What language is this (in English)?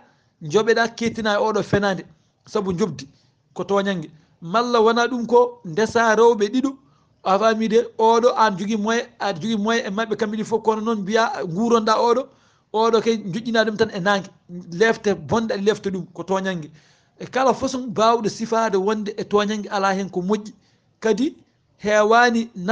Fula